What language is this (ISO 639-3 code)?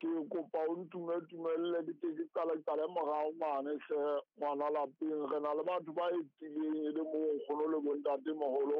sot